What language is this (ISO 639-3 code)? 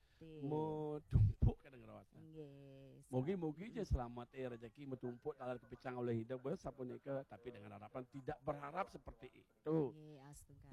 ban